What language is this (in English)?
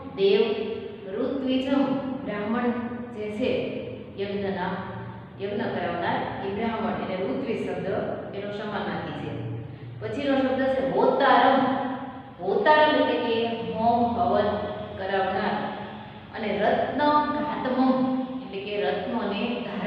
Gujarati